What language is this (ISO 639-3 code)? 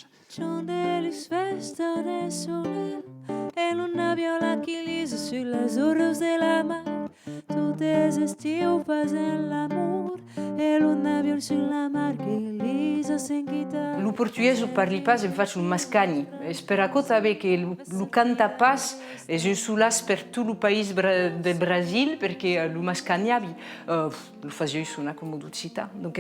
oci